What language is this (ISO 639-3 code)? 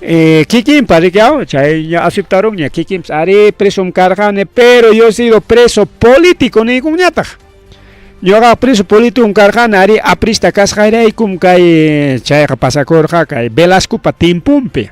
quy